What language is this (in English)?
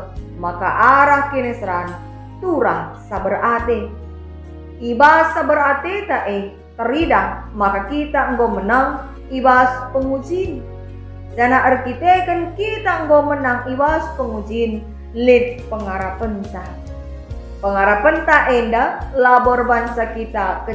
Batak Karo